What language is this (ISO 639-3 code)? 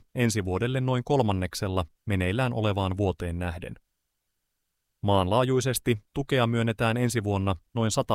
fin